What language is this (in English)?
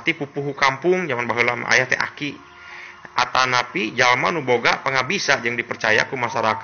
Sundanese